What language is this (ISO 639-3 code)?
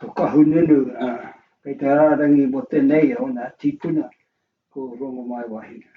mri